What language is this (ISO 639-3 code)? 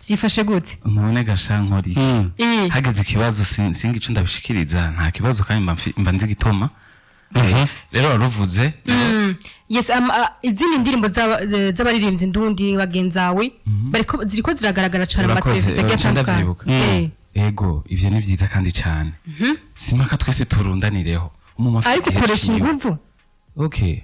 run